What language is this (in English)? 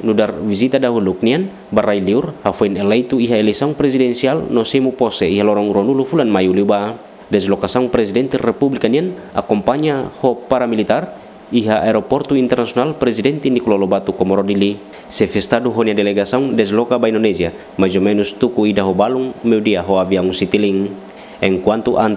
Tetum